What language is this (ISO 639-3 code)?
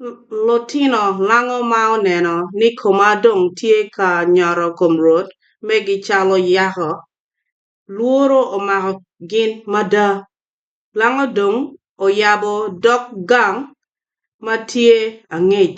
ach